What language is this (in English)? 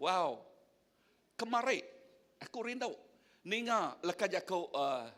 Iban